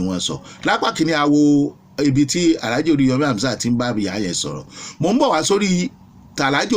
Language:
Yoruba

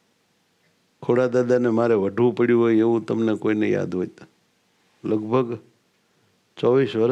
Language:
Gujarati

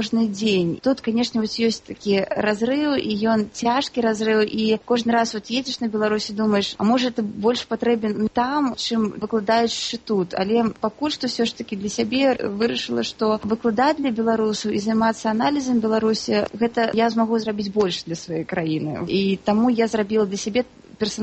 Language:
Belarusian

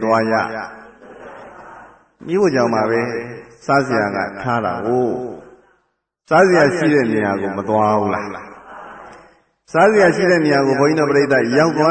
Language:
Burmese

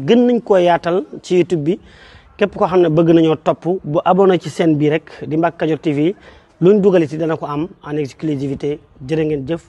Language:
Wolof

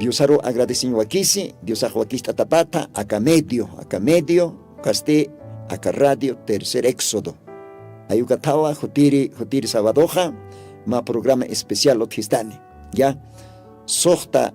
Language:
Aymara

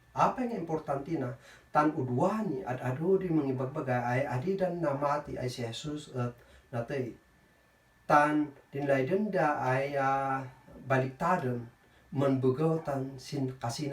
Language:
Kankanaey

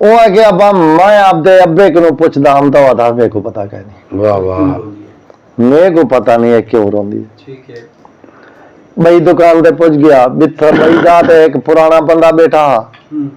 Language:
Saraiki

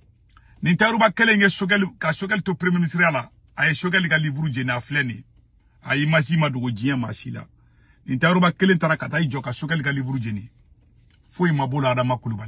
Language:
Bambara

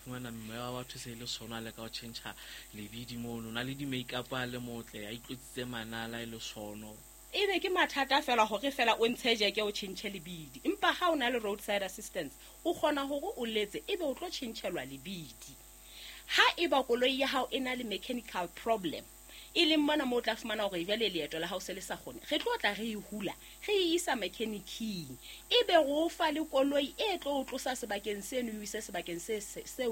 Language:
Southern Sotho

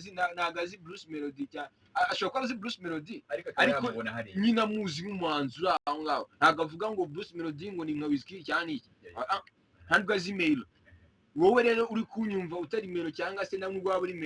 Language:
Kinyarwanda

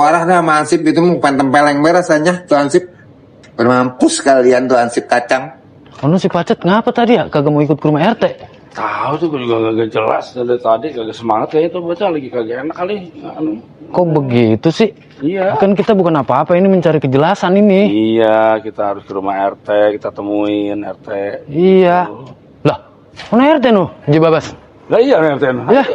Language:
Betawi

